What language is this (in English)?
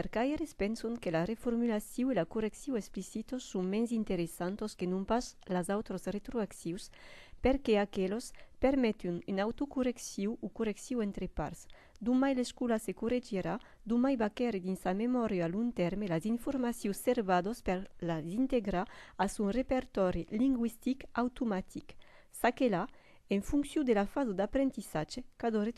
Occitan